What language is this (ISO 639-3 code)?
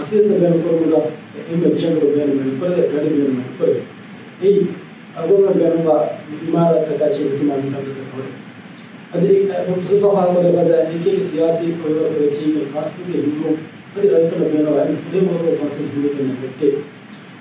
div